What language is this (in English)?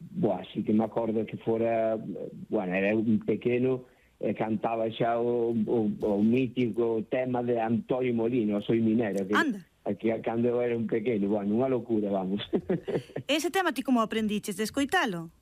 Galician